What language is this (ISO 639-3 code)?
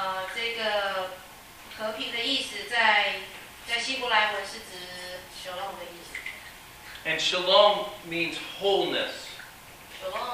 zho